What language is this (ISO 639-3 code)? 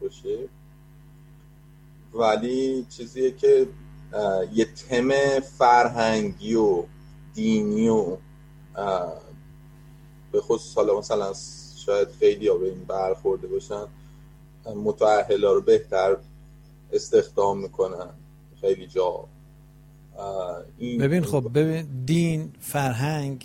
fas